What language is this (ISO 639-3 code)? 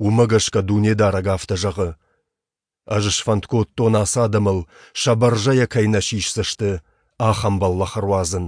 oss